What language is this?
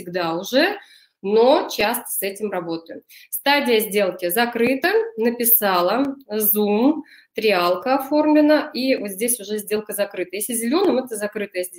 Russian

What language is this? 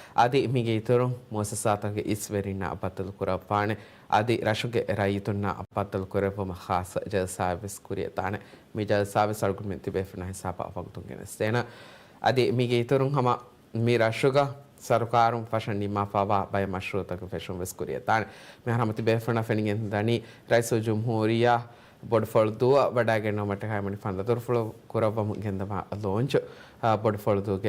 Divehi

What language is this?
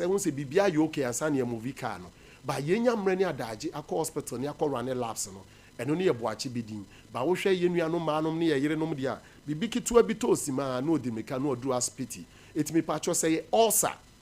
Akan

